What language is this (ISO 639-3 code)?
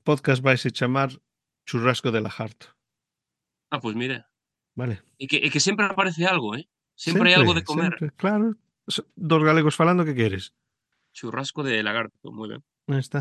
glg